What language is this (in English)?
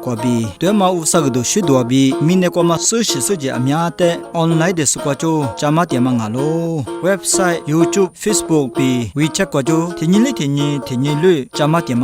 Lisu